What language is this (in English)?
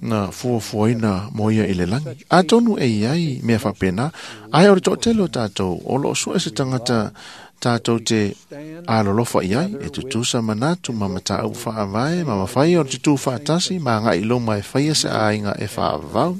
Samoan